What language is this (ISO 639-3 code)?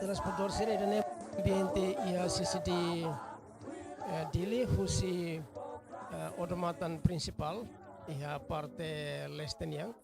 tet